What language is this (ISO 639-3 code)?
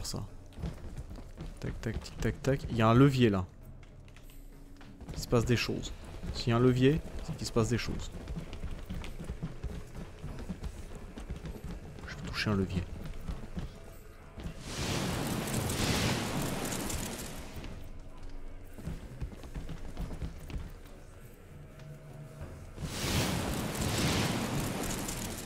fra